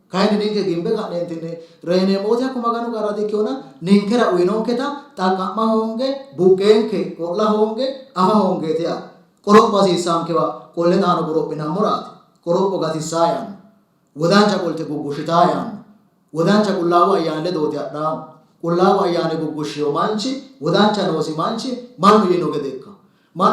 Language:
Sidamo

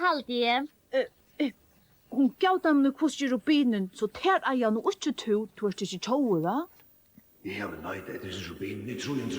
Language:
Faroese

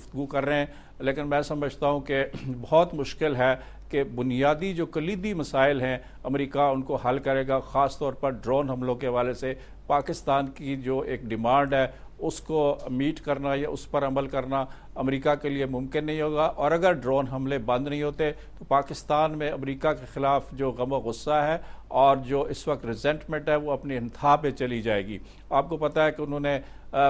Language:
Urdu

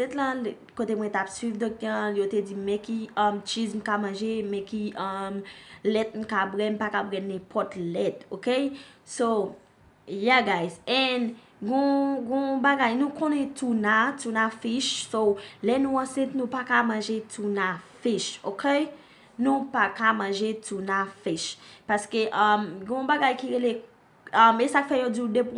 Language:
Haitian Creole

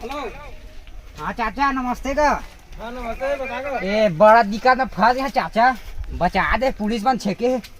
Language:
Chhattisgarhi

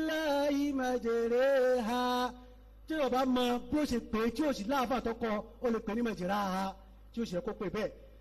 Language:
Yoruba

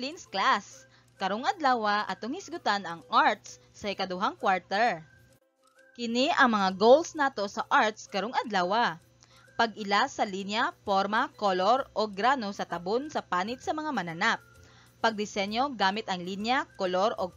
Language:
Cebuano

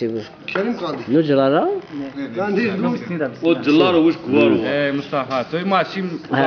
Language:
Zaza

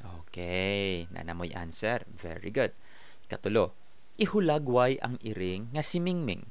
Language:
Cebuano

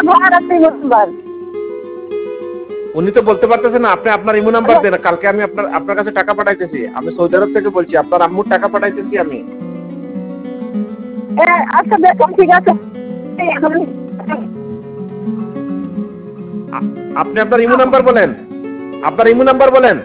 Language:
Bangla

